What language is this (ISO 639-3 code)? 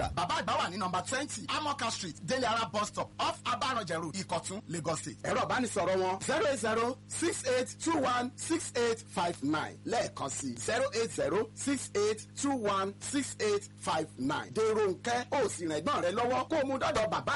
yor